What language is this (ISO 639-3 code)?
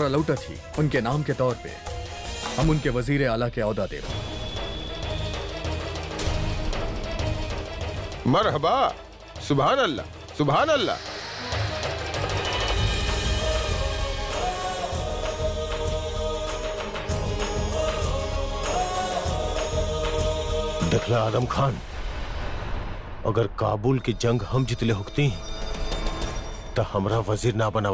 bho